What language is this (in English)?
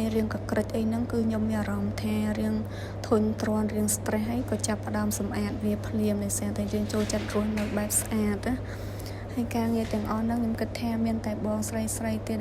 Khmer